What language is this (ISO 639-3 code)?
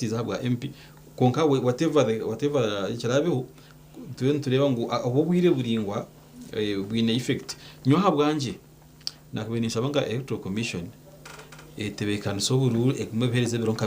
nyn